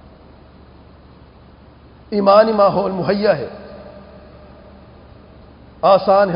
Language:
Urdu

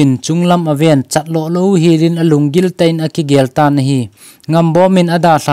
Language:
Thado Chin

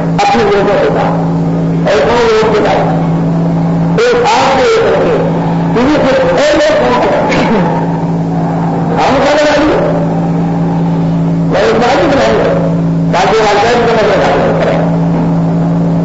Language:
Urdu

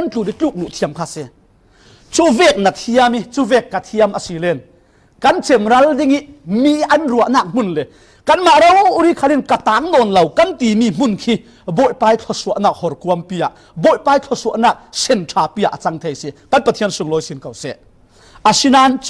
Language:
Falam Chin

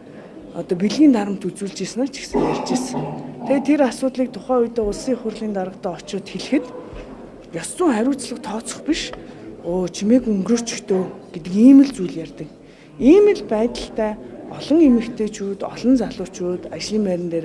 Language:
Mongolian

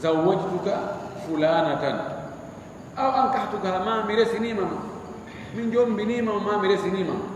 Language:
Fula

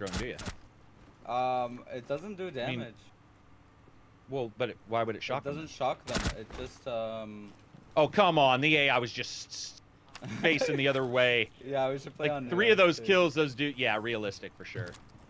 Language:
English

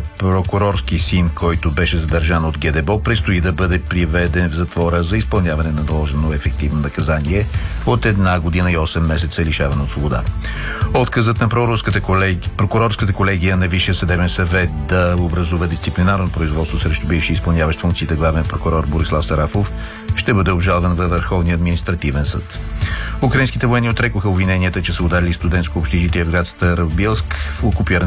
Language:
Bulgarian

